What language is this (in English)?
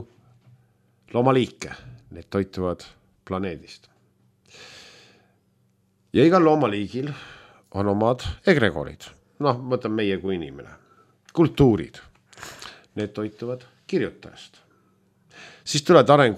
Estonian